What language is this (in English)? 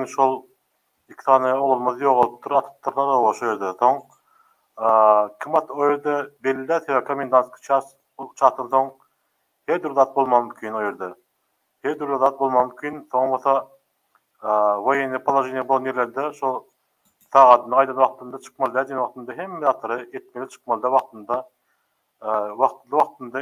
Turkmen